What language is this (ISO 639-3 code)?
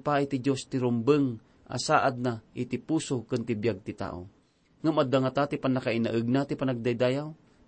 ilo